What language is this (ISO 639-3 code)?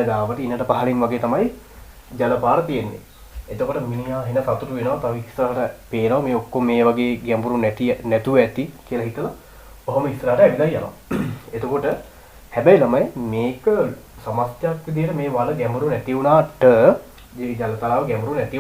sin